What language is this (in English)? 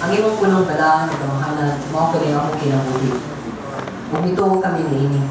Cebuano